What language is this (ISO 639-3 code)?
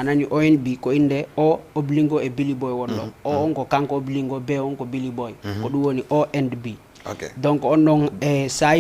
ful